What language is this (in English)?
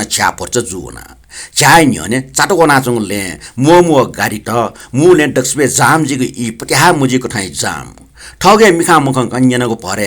Newari